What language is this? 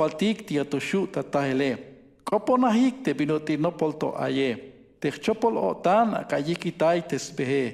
Tzeltal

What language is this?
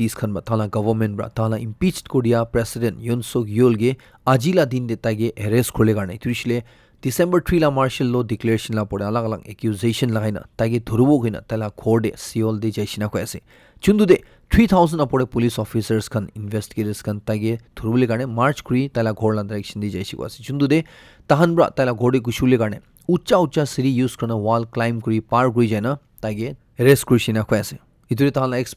Naga Pidgin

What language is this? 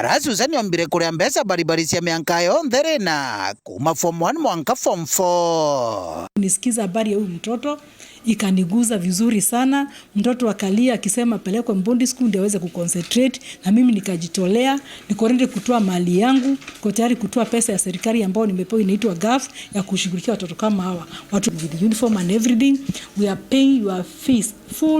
Meru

